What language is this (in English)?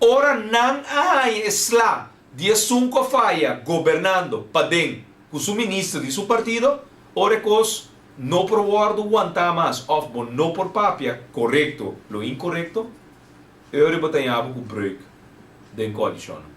Papiamento